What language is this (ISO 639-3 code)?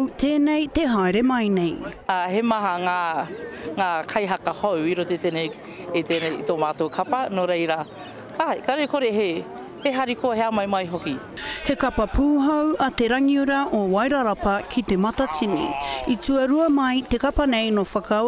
mri